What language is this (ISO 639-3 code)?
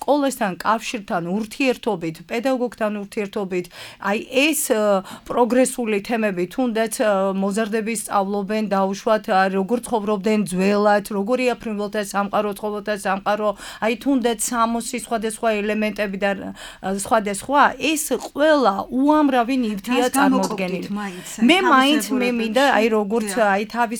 kat